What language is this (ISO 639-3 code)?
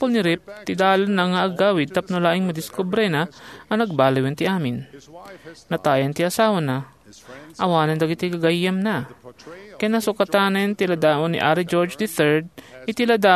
ilo